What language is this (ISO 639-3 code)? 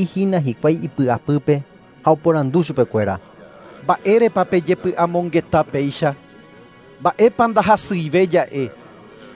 grn